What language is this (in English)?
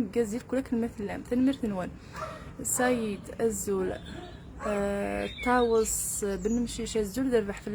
Kabyle